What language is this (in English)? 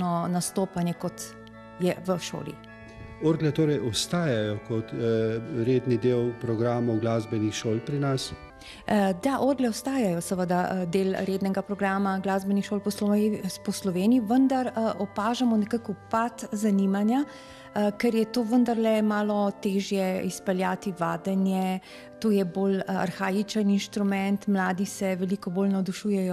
Slovenian